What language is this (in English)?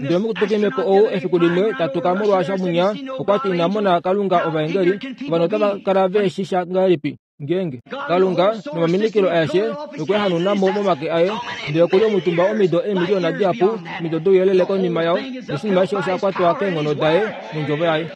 Kuanyama